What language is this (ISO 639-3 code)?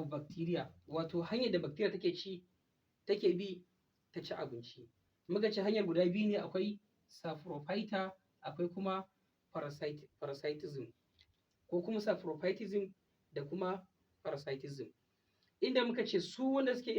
hau